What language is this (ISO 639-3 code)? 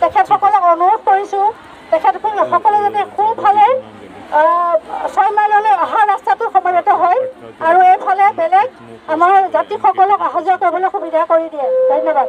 asm